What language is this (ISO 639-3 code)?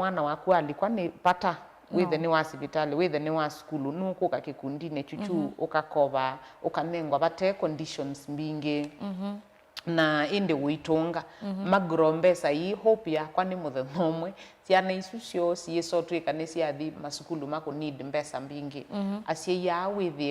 kam